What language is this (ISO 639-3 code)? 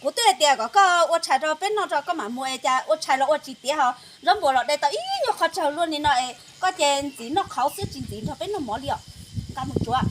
hmn